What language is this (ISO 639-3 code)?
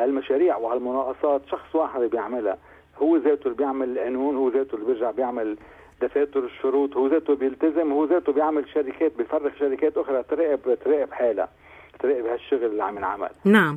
apc